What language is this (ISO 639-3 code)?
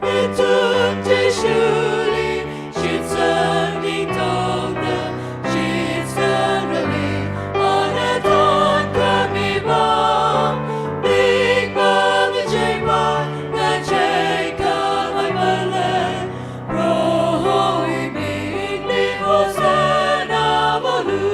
nmf